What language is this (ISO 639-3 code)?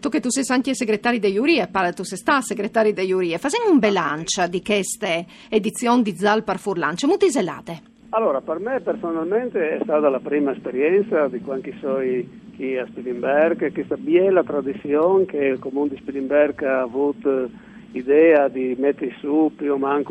fur